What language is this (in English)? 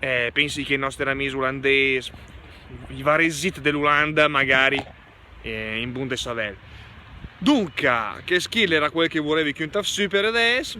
Lombard